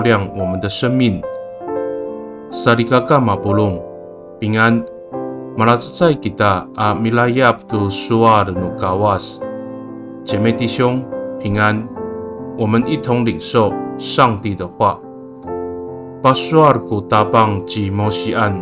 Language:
Amis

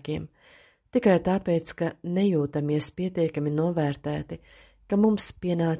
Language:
Latvian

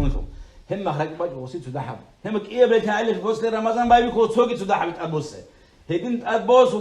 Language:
Avaric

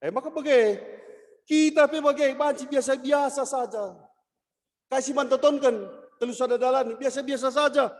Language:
Batak Karo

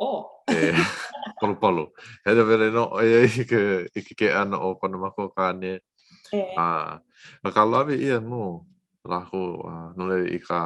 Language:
Hawaiian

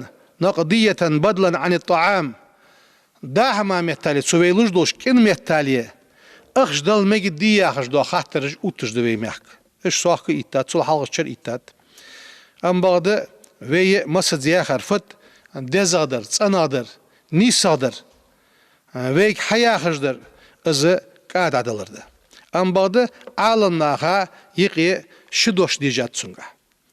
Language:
Ingush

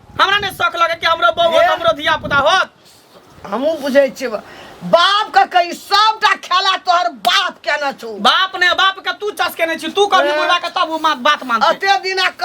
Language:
Maithili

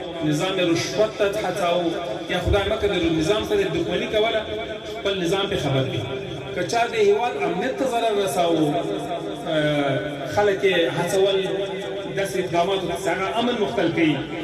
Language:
Pashto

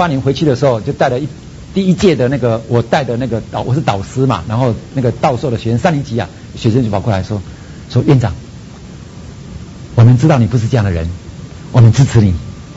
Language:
Chinese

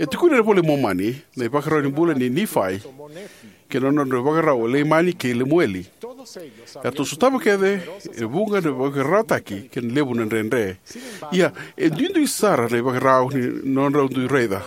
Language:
Fijian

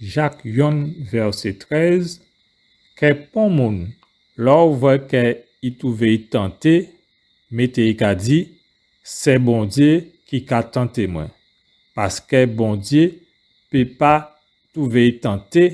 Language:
Guadeloupean Creole French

